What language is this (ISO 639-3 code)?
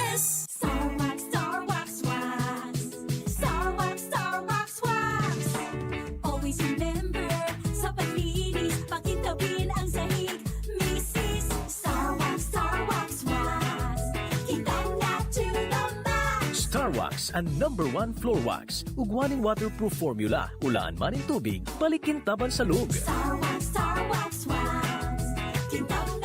bik